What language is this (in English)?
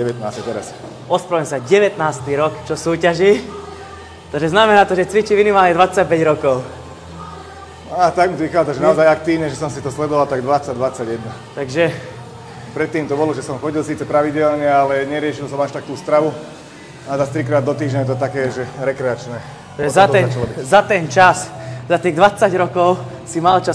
Slovak